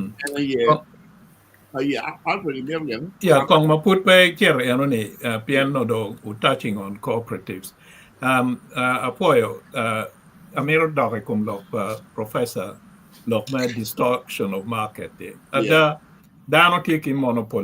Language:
Acoli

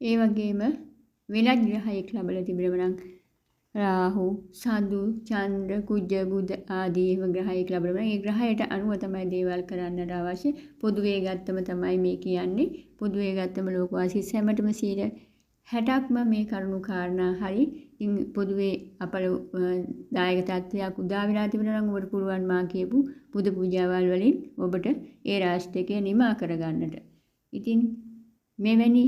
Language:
Sinhala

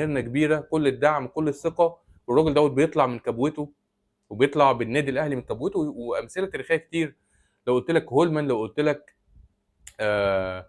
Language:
Egyptian Arabic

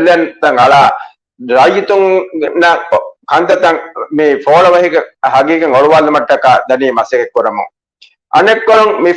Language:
Divehi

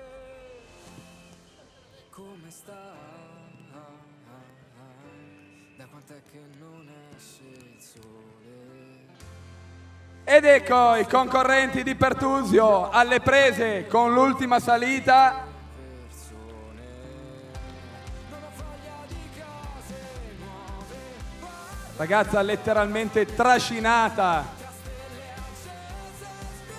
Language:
Italian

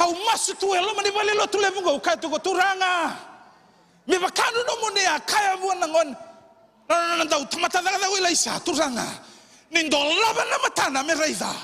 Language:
Fijian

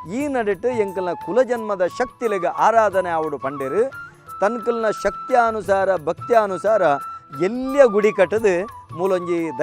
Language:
Tulu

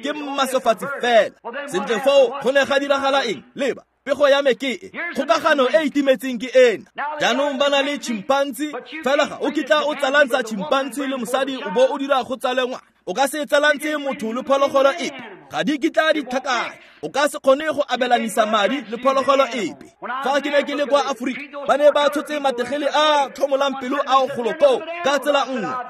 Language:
Tswana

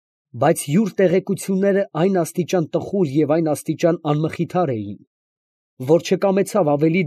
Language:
Armenian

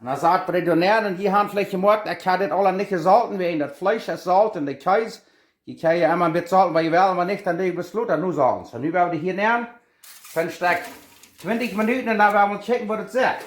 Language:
Plautdietsch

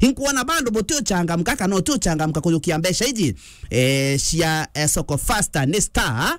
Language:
Meru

